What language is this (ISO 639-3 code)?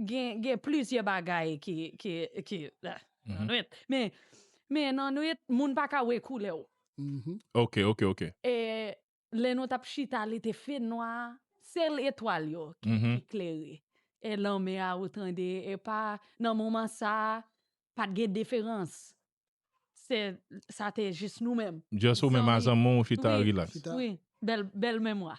hat